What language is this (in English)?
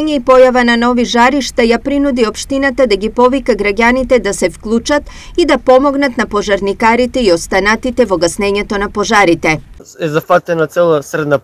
Macedonian